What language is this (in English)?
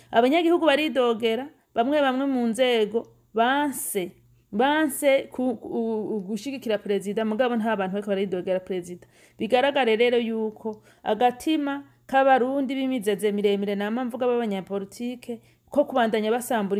Rundi